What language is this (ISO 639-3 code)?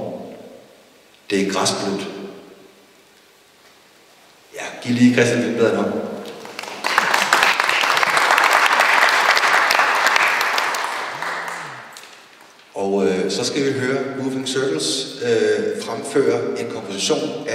dan